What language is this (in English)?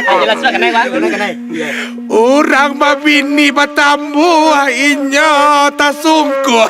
Minangkabau